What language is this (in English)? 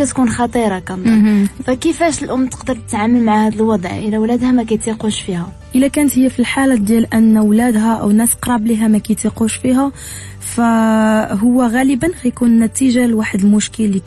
Moroccan Arabic